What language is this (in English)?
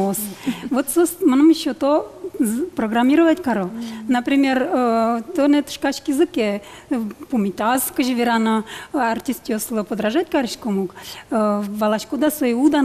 Udmurt